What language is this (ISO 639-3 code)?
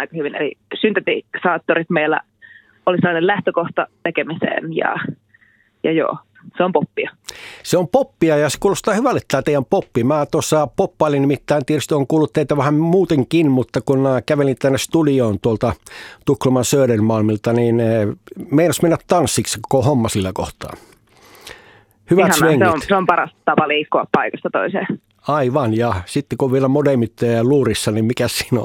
fin